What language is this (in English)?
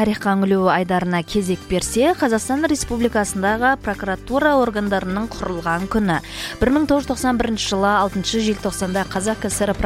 Kazakh